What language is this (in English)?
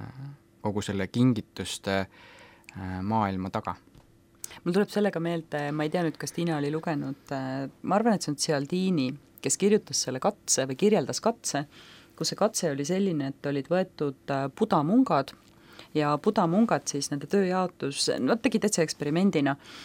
Estonian